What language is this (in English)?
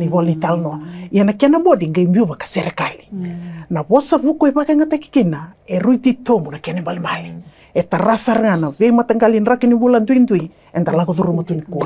Fijian